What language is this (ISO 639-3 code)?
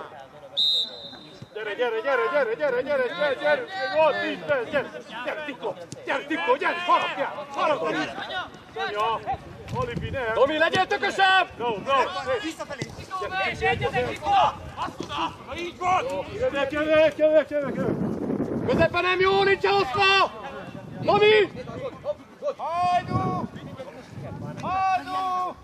hun